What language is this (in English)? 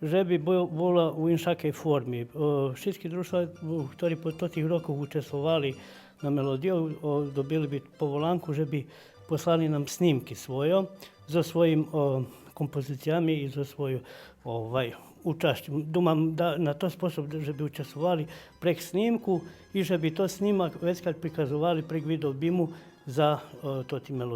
Rusyn